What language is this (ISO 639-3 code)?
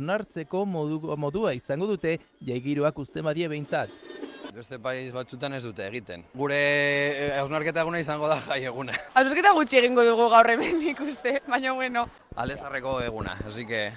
eus